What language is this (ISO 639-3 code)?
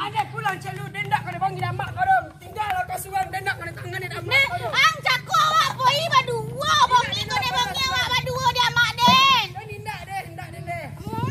min